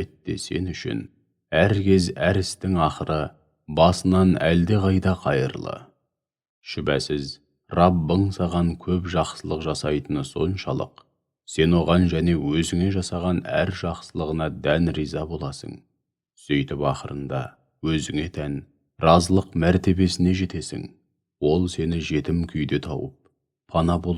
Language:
Kazakh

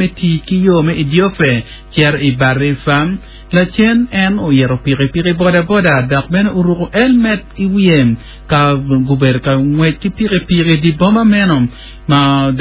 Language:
Acoli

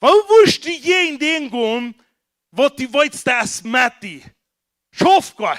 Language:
Plautdietsch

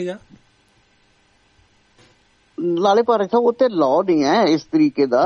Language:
Punjabi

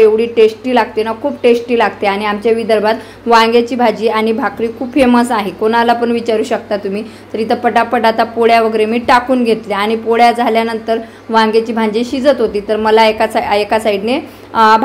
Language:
Marathi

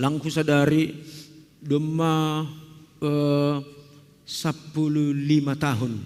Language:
Batak Simalungun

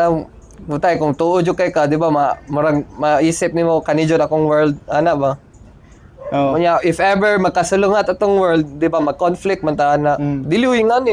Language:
Cebuano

